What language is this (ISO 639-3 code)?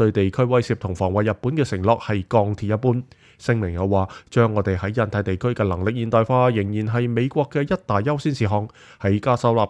yue